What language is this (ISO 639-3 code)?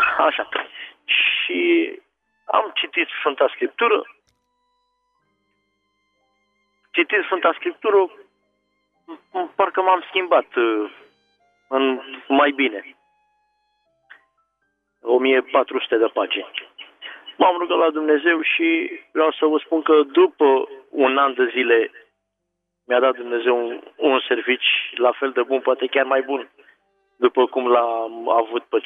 ron